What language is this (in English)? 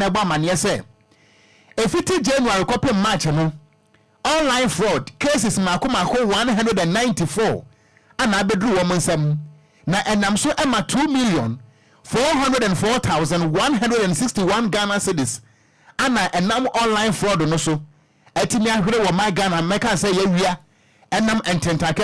Akan